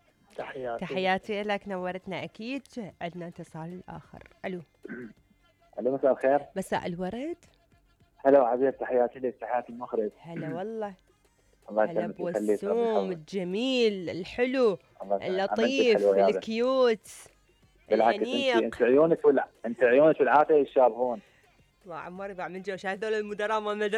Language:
Mesopotamian Arabic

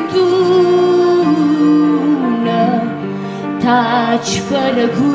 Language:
Romanian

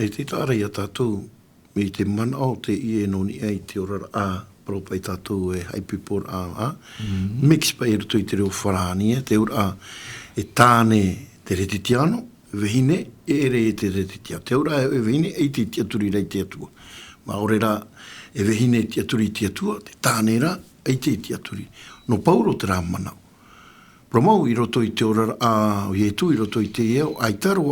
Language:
Tahitian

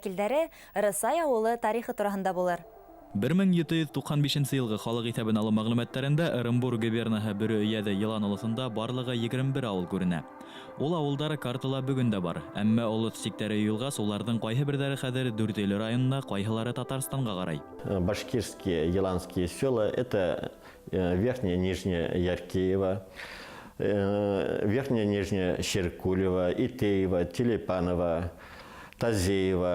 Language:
Bashkir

